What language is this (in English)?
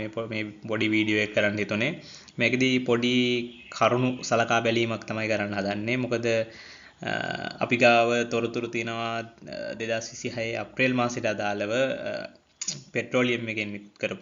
Sinhala